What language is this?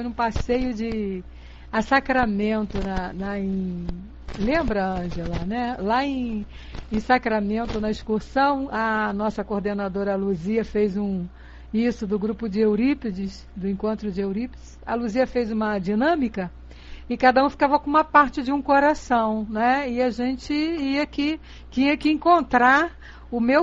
Portuguese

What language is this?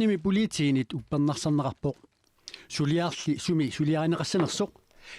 Kalaallisut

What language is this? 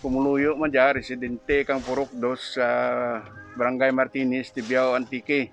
Kinaray-a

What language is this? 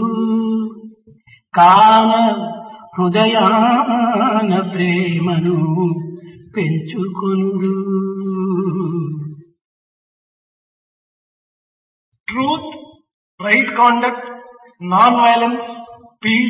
Telugu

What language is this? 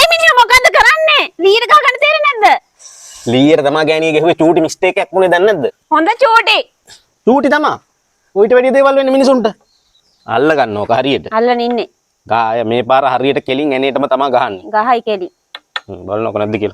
Sinhala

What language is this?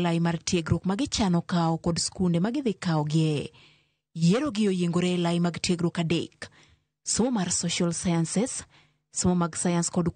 Luo (Kenya and Tanzania)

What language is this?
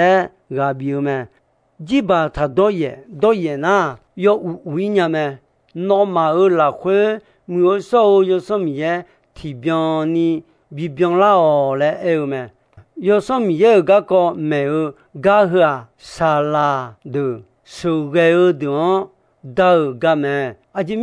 Akha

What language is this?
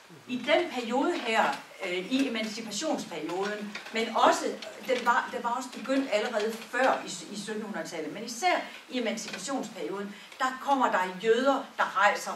Danish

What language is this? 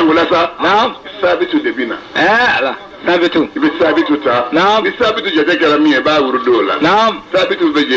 Bambara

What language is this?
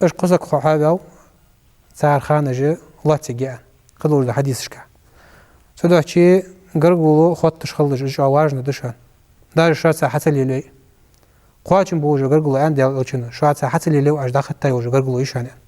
Ingush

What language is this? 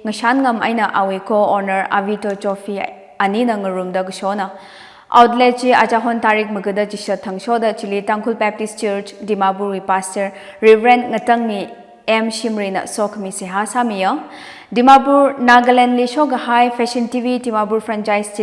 Tangkhul Naga (India)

